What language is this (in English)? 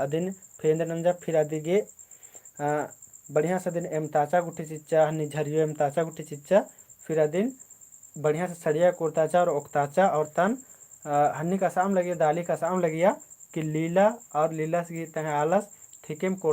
Kurukh